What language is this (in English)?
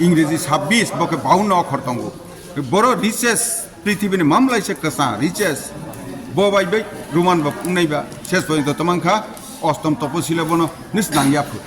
Kok Borok